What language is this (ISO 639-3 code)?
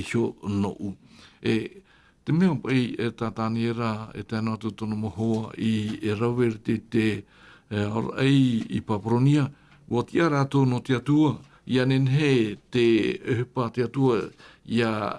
tah